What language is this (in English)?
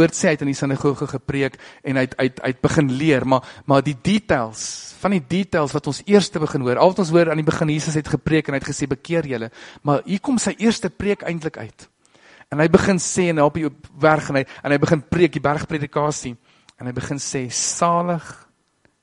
Afrikaans